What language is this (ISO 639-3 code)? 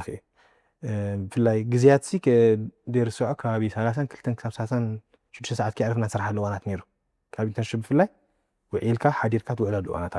tir